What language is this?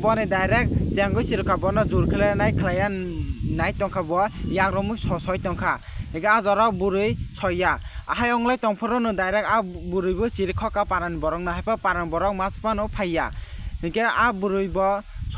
Kok Borok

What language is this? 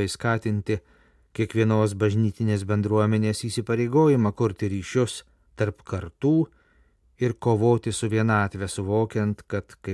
Lithuanian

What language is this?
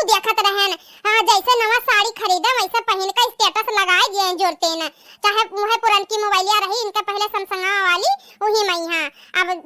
Awadhi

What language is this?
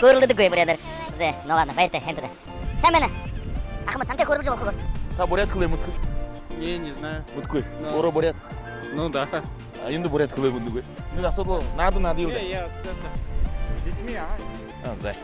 Buriat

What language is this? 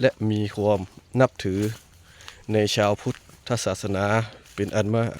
Lao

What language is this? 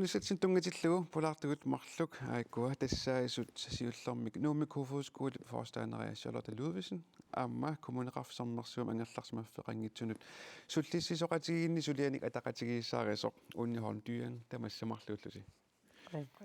Kalaallisut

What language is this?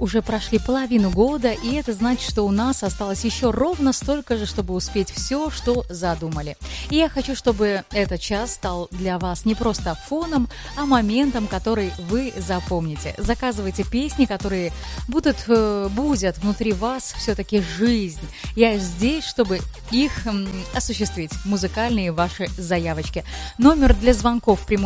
Russian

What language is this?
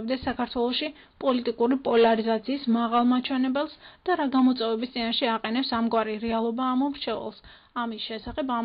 Georgian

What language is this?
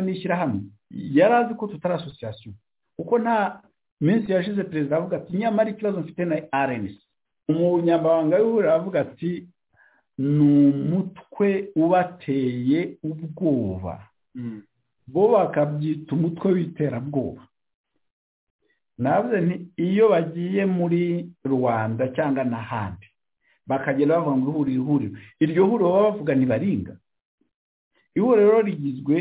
Kinyarwanda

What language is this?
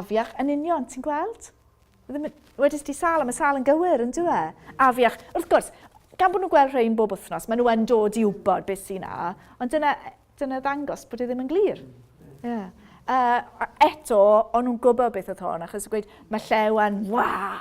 Welsh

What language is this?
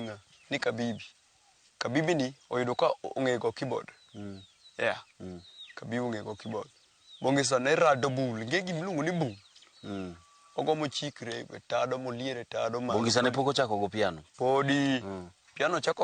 Luo (Kenya and Tanzania)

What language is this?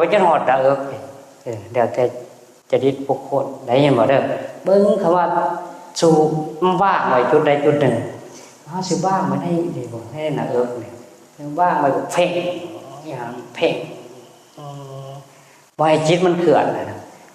Northeastern Thai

